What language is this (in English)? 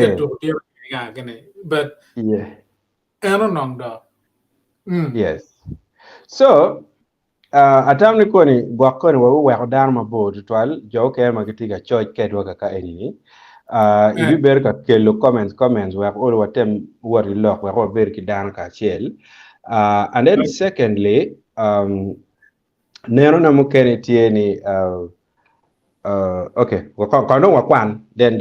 Acoli